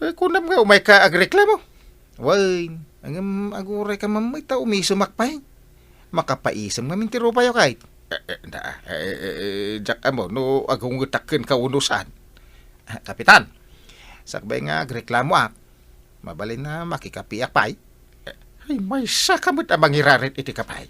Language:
Iloko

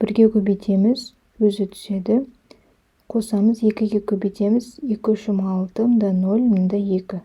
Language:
Kazakh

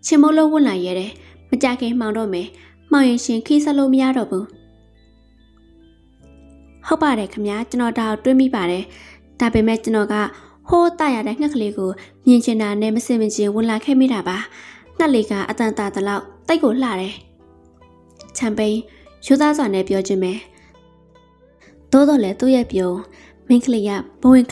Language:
Burmese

